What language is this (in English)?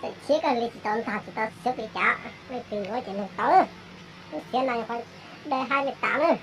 Hmong